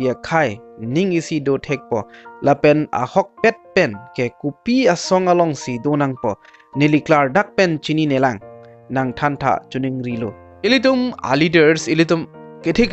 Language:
Karbi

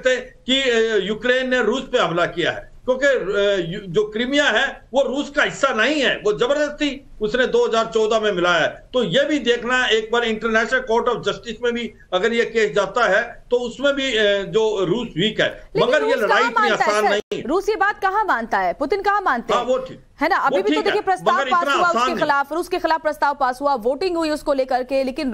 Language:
Hindi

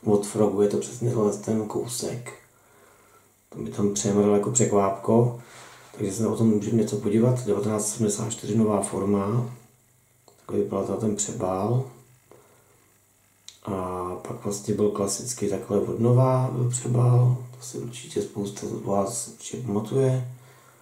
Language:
Czech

